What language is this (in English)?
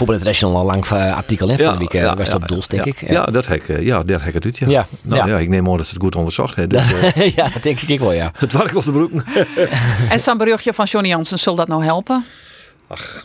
Western Frisian